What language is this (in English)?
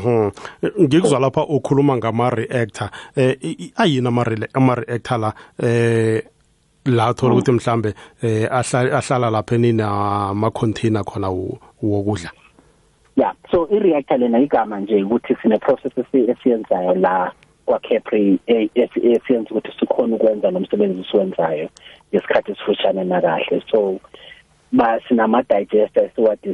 South Ndebele